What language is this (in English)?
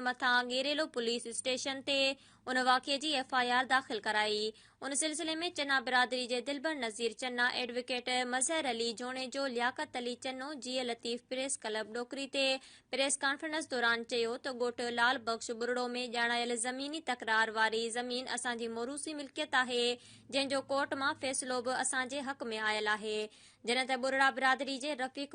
Sindhi